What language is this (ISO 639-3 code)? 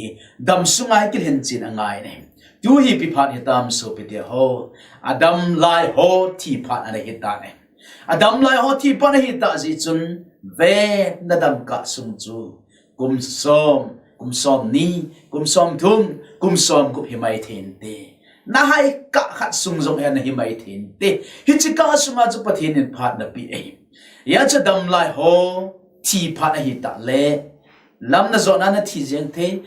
tcz